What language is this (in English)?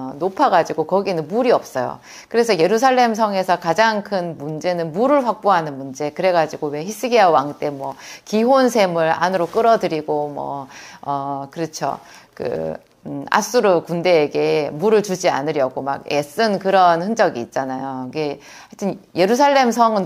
Korean